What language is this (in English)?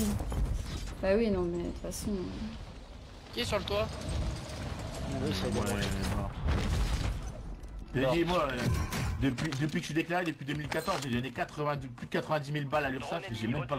French